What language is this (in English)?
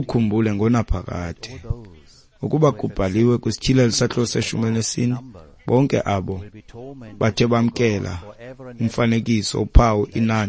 Xhosa